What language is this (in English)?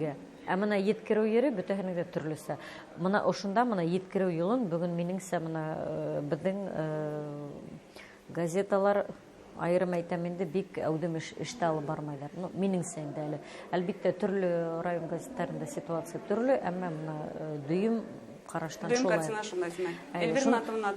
Bashkir